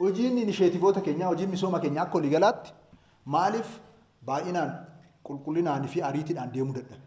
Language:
Oromo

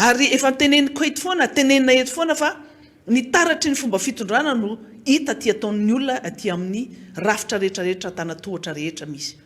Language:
Malagasy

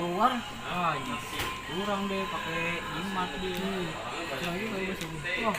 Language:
Betawi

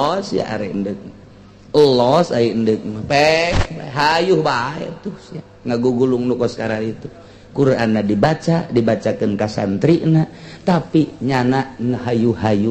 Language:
Sundanese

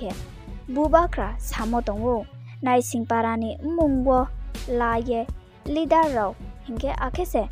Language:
Riang (India)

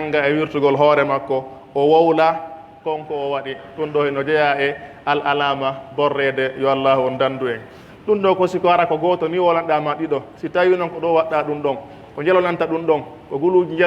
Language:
Pular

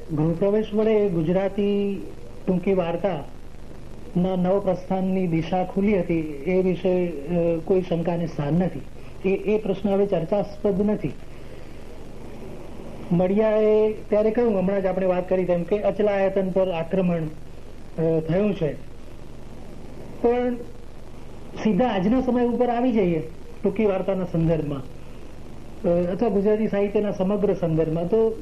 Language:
Gujarati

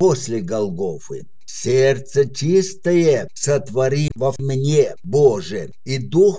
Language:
Russian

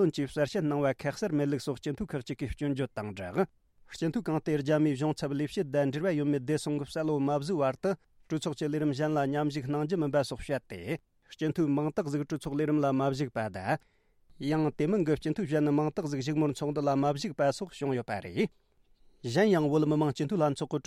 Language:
Tibetan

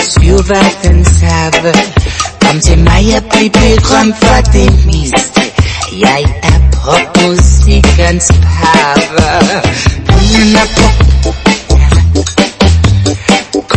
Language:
Danish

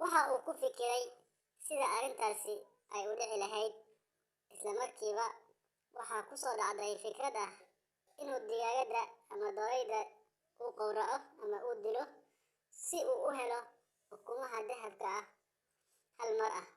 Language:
Somali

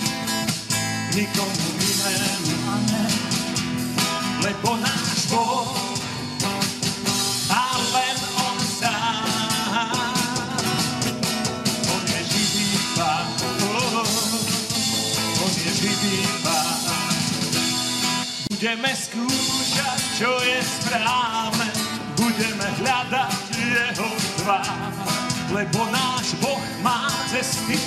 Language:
Slovak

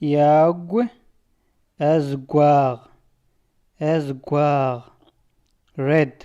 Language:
Standard Moroccan Tamazight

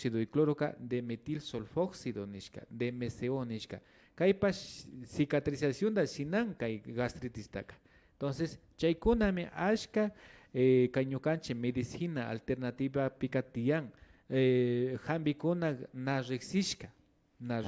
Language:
Imbabura Highland Quichua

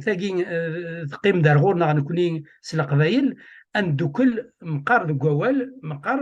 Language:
Kabyle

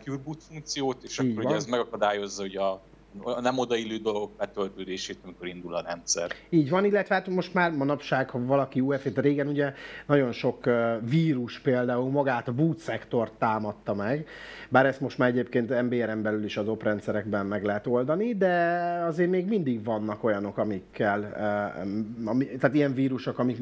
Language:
Hungarian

